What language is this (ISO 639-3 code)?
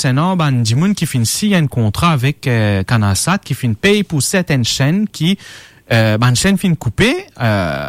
mfe